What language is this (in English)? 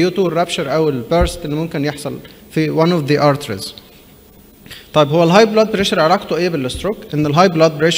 Egyptian Arabic